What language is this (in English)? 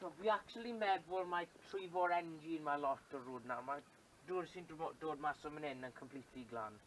Welsh